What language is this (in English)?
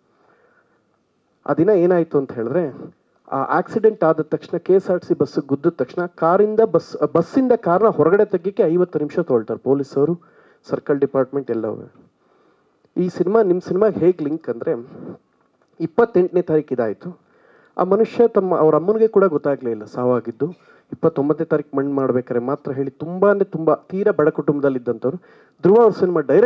Kannada